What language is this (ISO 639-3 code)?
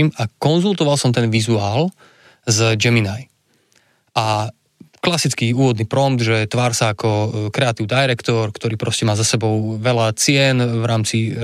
slk